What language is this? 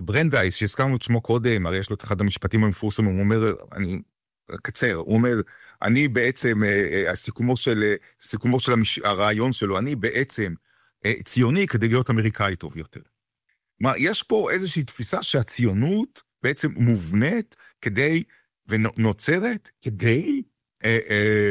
Hebrew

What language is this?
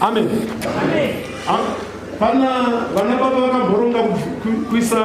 Shona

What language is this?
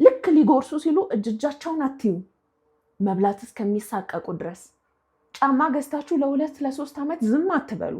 Amharic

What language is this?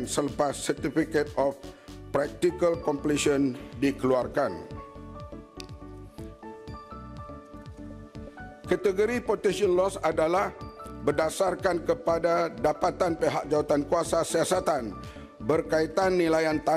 Malay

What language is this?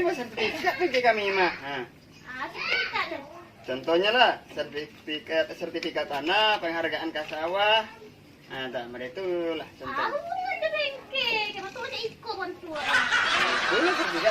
Minangkabau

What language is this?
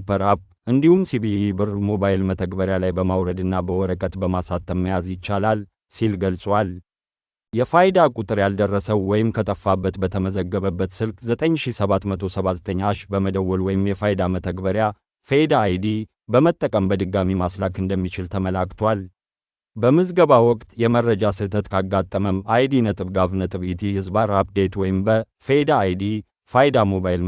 Amharic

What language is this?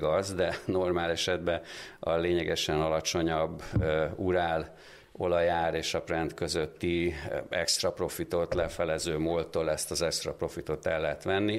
Hungarian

